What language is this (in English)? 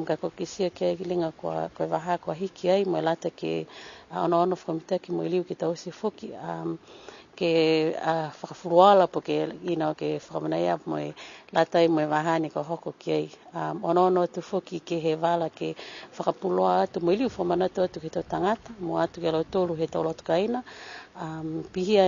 Niuean